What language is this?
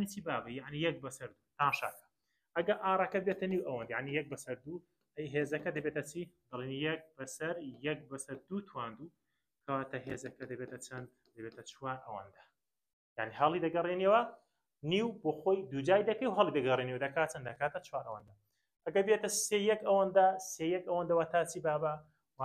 Central Kurdish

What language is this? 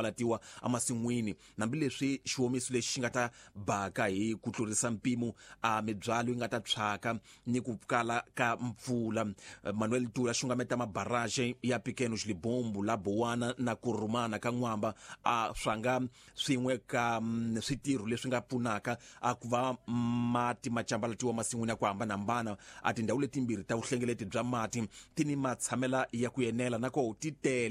Tsonga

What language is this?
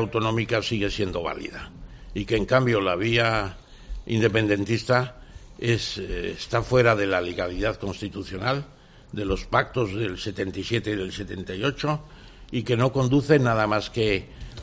Spanish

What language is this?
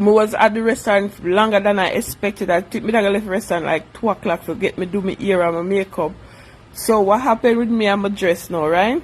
Jamaican Creole English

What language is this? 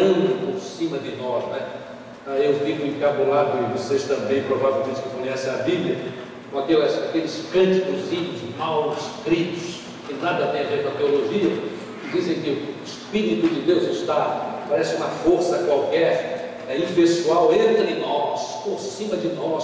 Portuguese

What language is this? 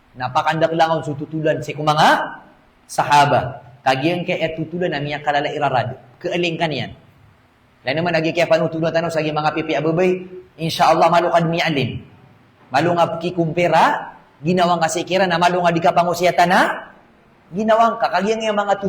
Maranao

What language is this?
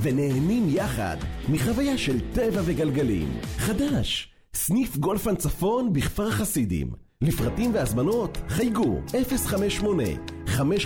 Hebrew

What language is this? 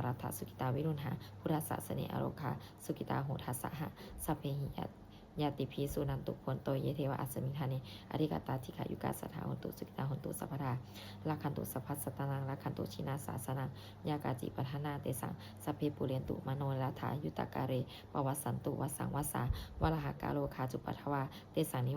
Pali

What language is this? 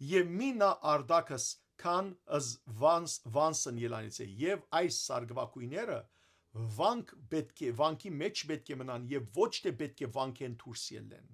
Western Armenian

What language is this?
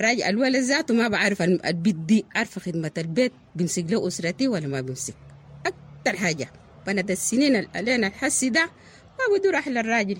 Sudanese Arabic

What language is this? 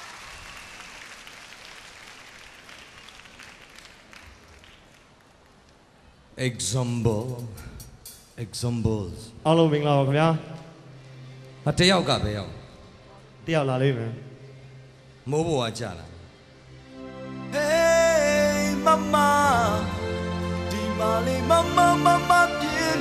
Burmese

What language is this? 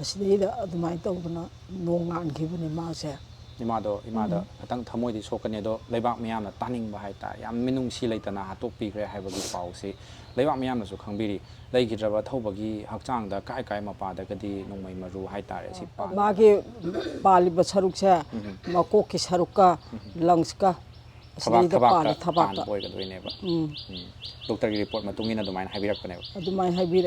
Manipuri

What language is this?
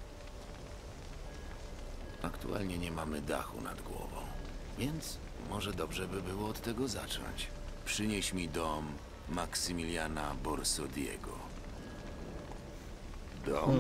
Polish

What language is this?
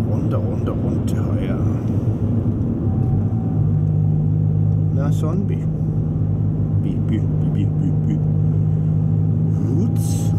Danish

